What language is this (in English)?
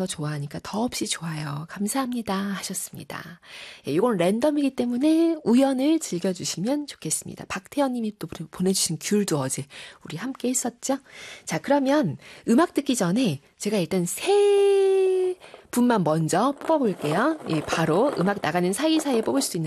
Korean